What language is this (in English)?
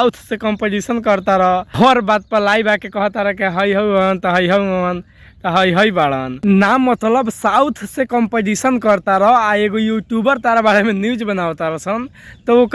Bhojpuri